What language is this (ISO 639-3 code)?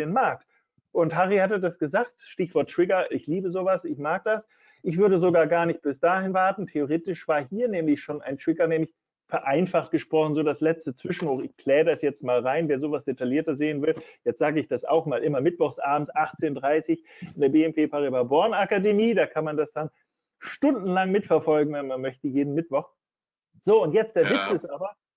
deu